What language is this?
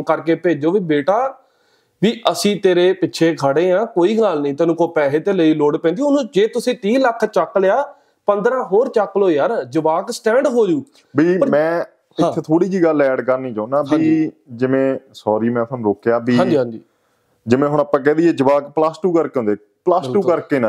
Punjabi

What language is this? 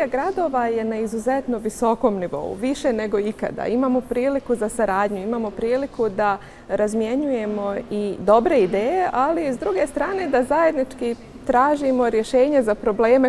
Bosnian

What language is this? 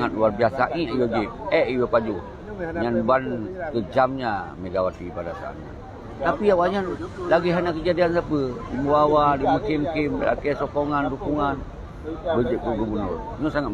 Achinese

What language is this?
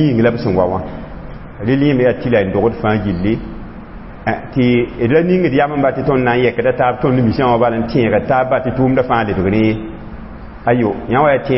Mossi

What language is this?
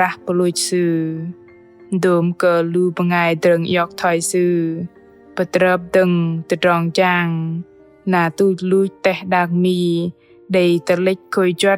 Bahnar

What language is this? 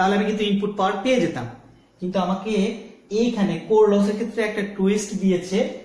Bangla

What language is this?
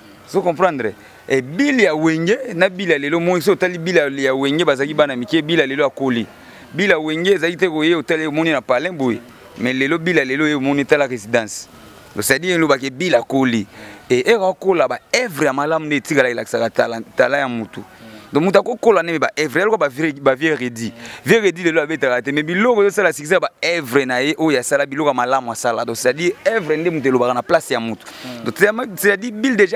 Lingala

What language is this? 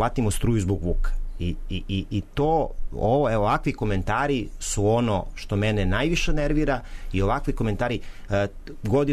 Serbian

